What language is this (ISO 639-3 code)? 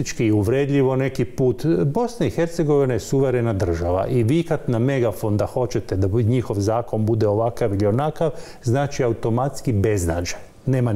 hrv